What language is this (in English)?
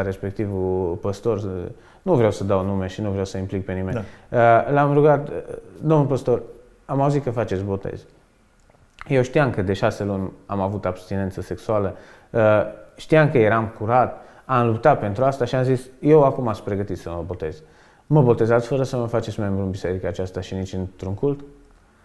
Romanian